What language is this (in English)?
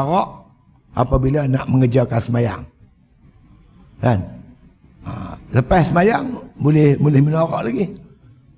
Malay